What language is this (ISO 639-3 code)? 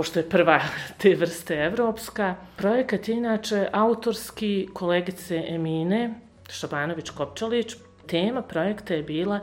bos